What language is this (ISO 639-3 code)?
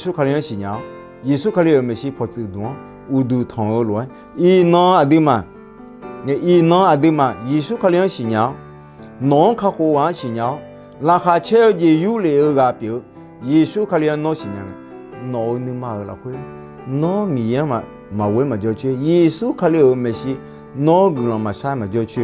ahk